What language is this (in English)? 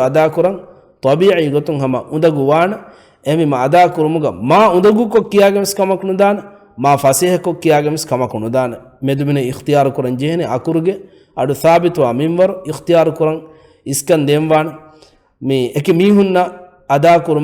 Divehi